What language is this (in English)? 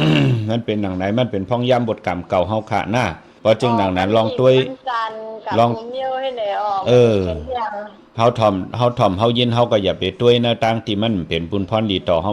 Shan